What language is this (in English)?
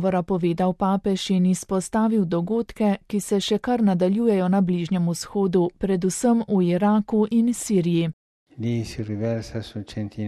Slovenian